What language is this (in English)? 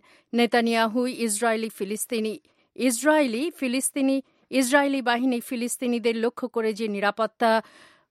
Bangla